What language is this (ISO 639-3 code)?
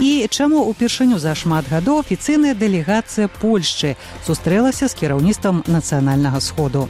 bel